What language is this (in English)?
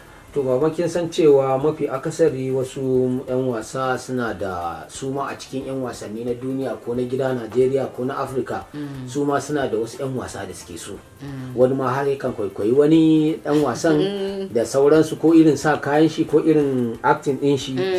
Hausa